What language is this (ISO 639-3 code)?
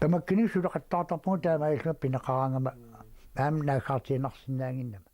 kal